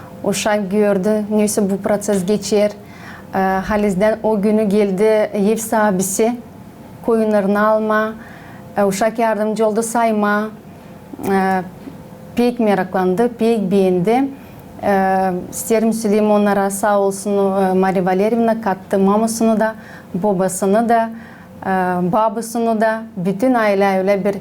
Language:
Gagauz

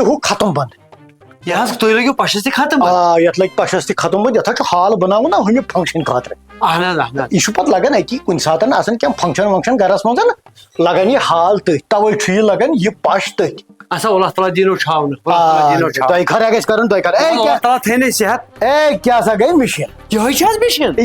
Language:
Kashmiri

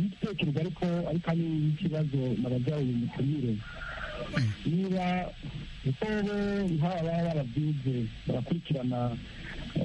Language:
Kinyarwanda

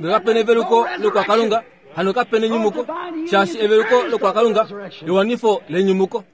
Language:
Kuanyama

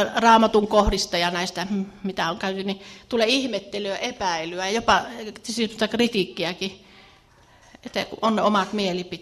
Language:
Finnish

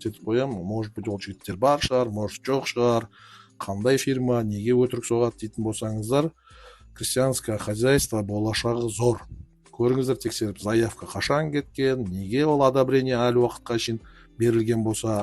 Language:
Kazakh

